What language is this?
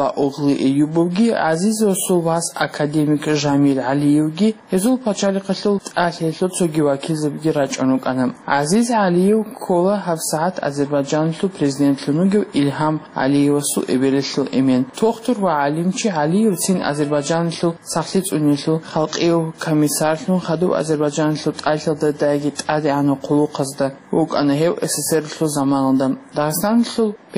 Avaric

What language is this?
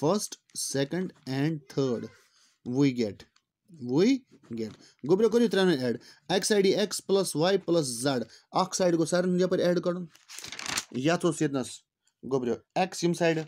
Kashmiri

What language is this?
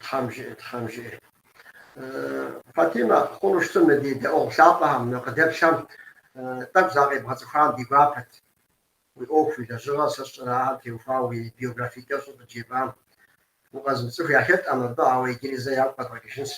Kabardian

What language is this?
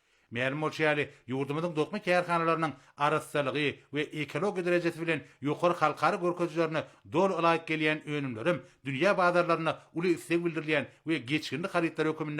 Turkmen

